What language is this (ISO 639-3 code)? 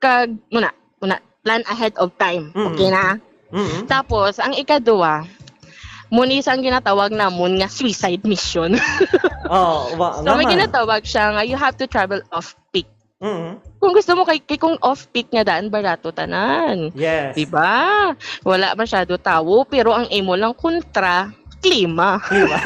hil